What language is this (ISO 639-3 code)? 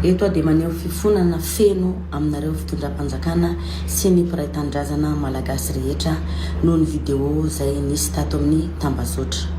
mlg